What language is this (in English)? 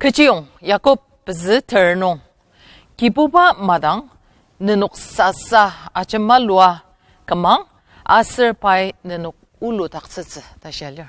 Ao Naga